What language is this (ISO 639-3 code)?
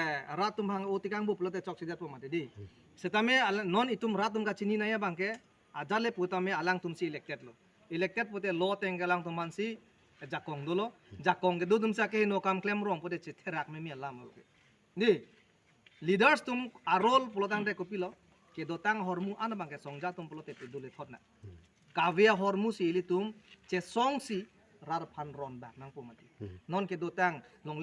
mjw